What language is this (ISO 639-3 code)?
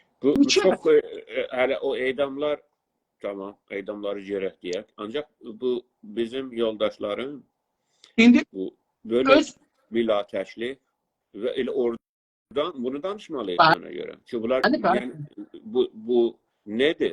azb